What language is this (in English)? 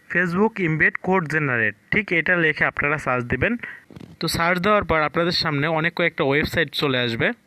Bangla